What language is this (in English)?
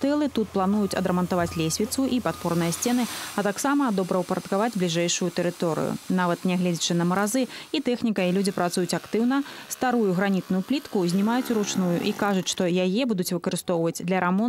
Belarusian